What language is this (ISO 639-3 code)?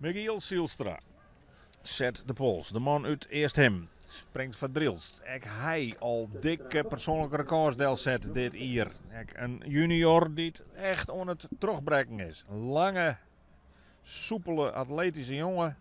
fry